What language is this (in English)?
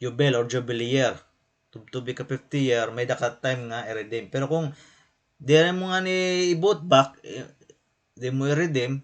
Waray